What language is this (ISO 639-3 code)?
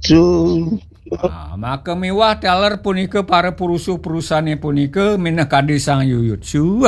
ban